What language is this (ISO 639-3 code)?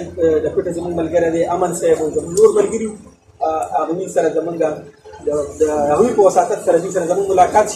pus